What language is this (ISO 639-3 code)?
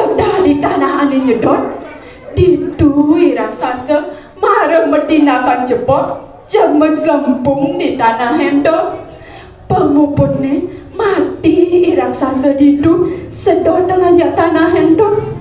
ban